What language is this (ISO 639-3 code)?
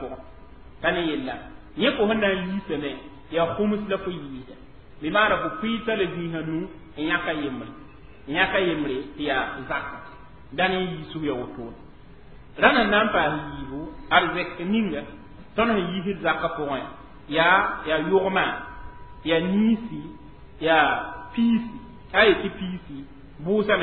mos